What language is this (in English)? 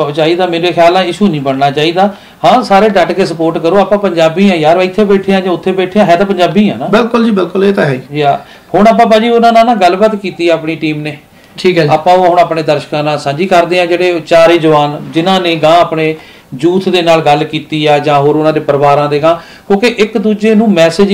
Punjabi